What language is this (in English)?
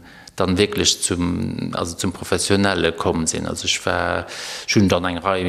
Luxembourgish